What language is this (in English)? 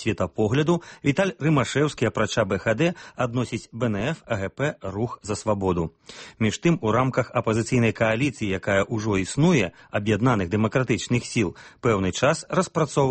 Belarusian